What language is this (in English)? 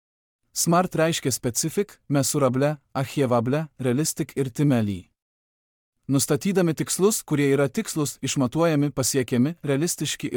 Lithuanian